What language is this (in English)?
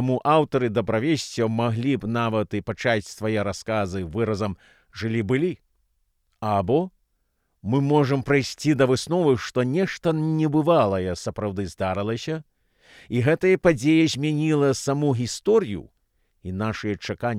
Belarusian